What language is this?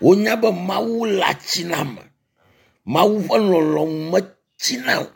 Ewe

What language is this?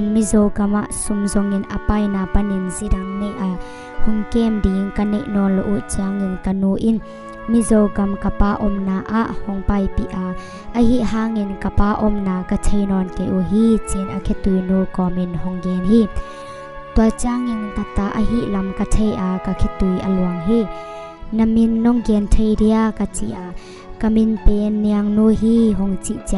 Tedim Chin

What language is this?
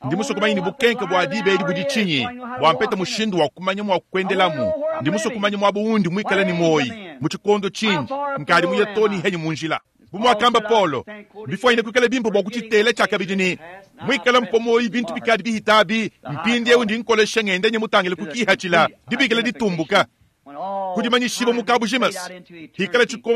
Luba-Lulua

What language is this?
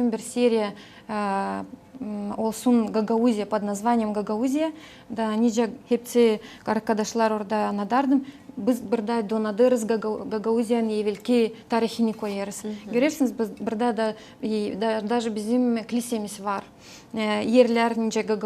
Gagauz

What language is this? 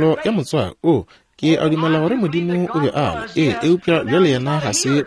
Northern Sotho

